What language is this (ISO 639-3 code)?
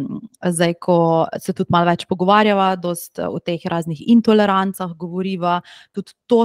slv